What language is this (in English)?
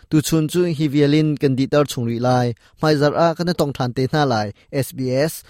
Hakha Chin